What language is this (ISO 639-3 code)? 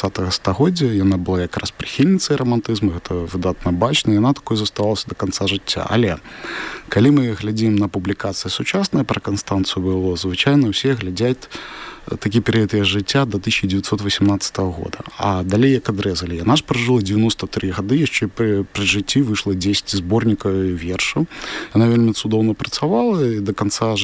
bel